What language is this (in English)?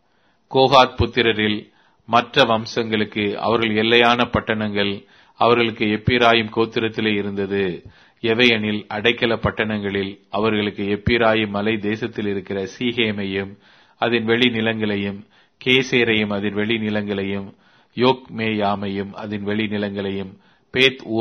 Tamil